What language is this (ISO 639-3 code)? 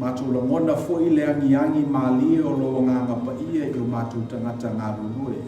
smo